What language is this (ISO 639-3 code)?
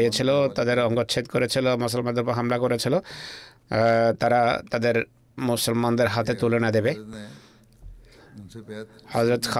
ben